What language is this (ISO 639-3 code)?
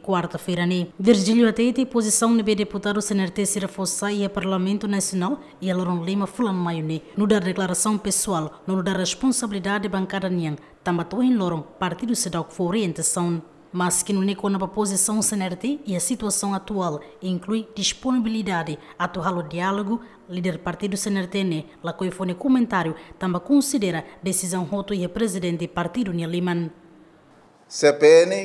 tet